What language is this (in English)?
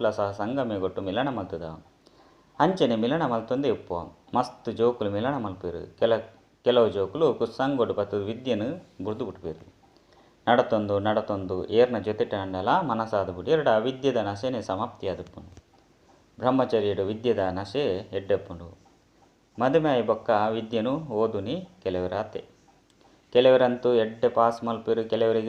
Tulu